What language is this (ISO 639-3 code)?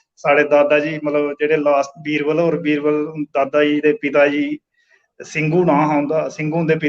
doi